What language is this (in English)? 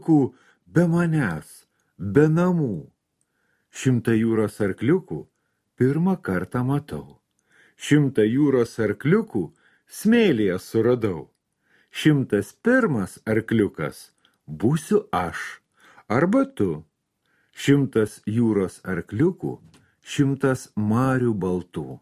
Lithuanian